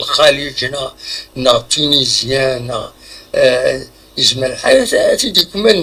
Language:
Kabyle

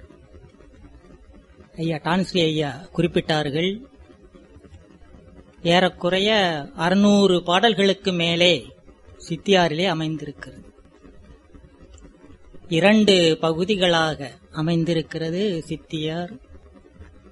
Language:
Tamil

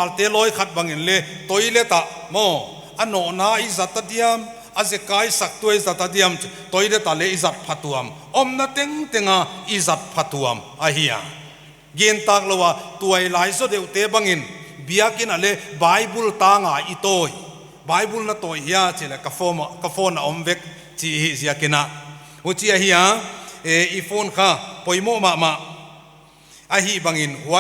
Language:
Paite Chin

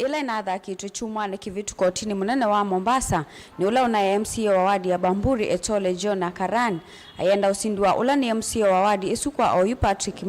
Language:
Kamba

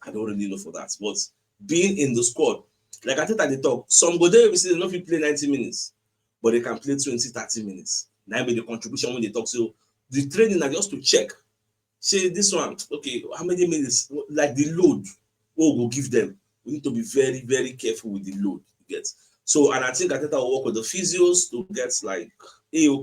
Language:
Nigerian Pidgin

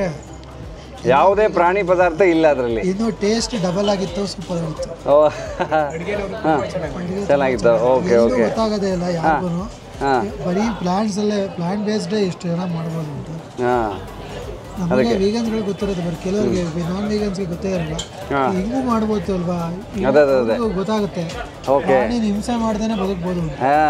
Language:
Kannada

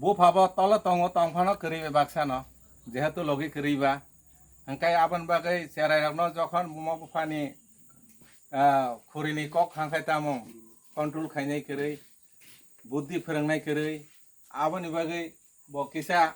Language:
Kok Borok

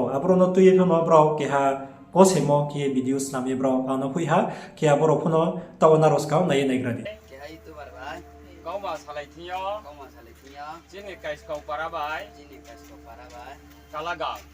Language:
Riang (India)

